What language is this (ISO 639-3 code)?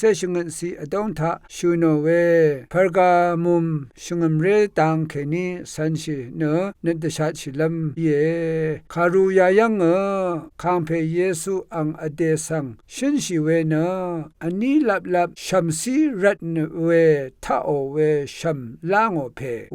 raw